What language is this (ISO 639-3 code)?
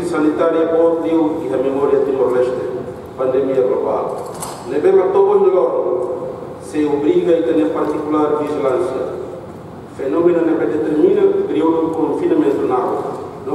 tet